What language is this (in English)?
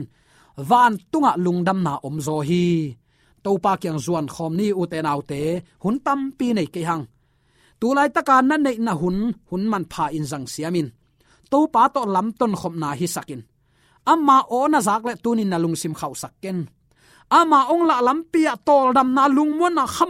Tedim Chin